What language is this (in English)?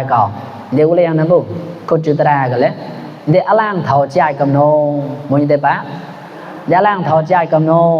Mon